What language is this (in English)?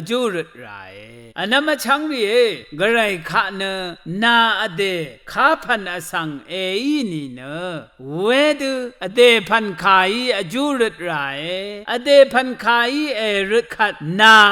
Rawang